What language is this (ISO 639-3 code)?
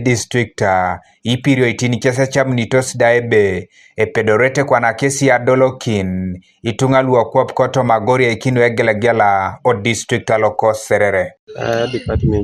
teo